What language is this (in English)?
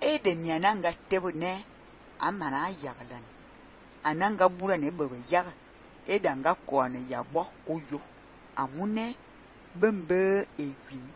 Fang